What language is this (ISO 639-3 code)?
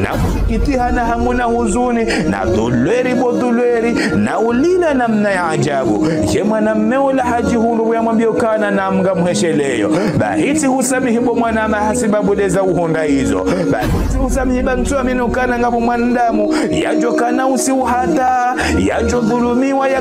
zdj